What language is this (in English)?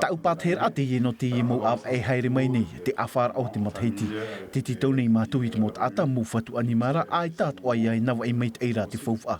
Tahitian